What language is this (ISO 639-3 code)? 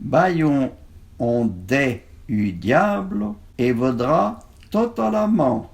frp